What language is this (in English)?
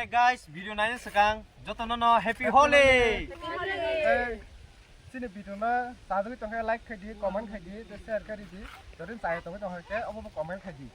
Kok Borok